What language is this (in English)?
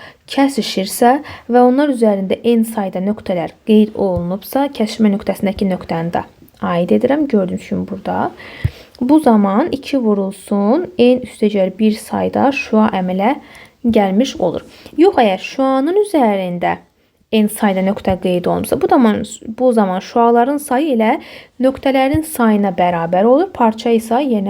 Azerbaijani